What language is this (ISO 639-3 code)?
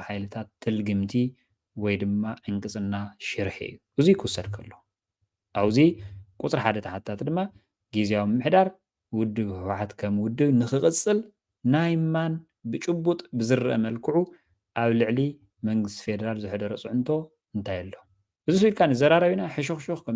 tir